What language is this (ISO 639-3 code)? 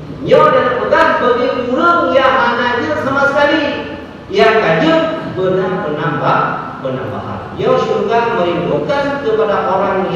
ace